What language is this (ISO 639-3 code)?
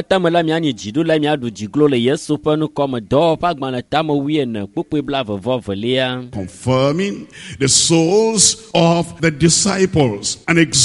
ewe